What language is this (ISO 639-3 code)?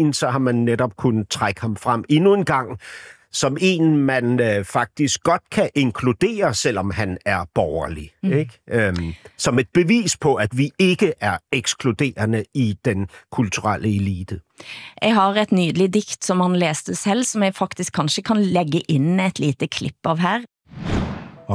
dan